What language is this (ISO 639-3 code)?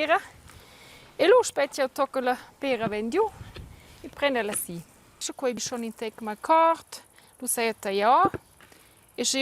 roh